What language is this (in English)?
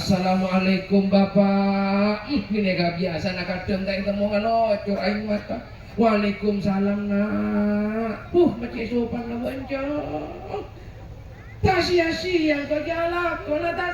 Madurese